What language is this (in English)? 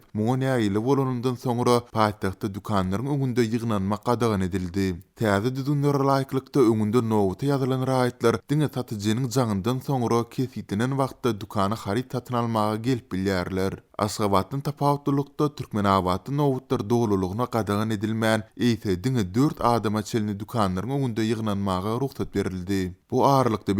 Turkmen